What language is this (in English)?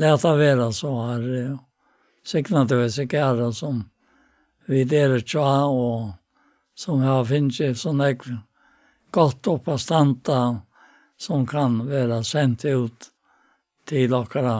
Faroese